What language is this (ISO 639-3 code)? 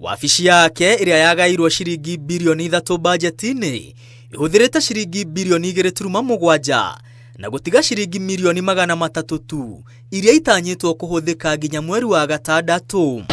kik